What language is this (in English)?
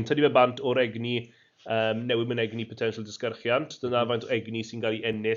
Welsh